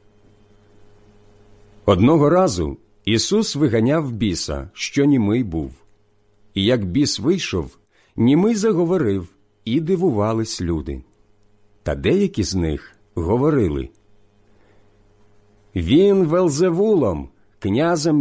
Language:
Ukrainian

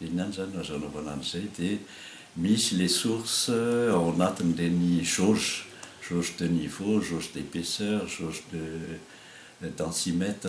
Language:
Malagasy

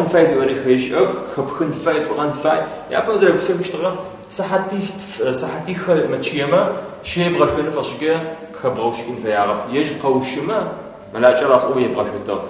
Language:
Adyghe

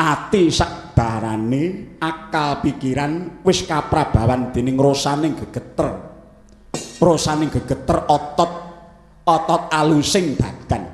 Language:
Javanese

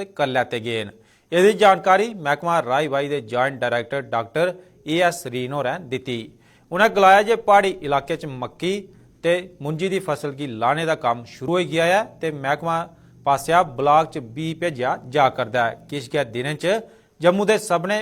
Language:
Dogri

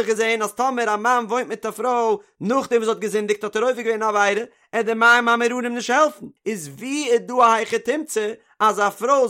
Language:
Yiddish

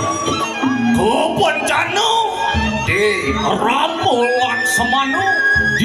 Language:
Balinese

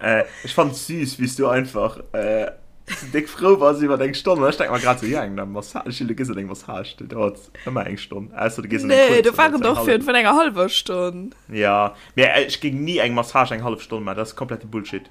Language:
Luxembourgish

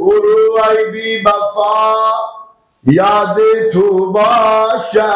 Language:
Persian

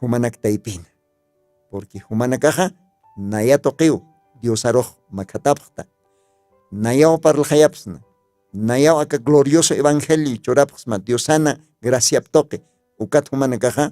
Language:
Aymara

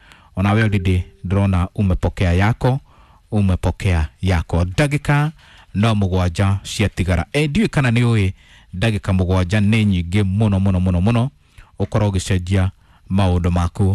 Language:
Kikuyu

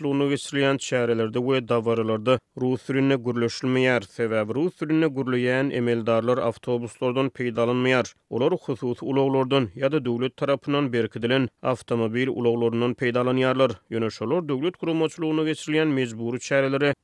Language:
Turkmen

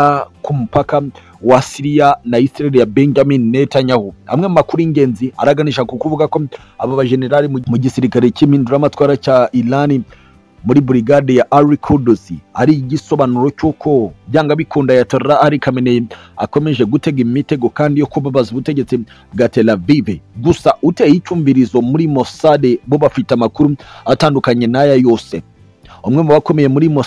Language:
Kinyarwanda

